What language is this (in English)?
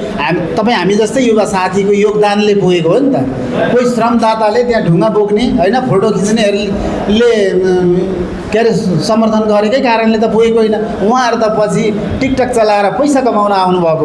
Nepali